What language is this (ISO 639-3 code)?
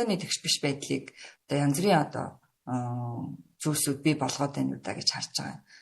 mon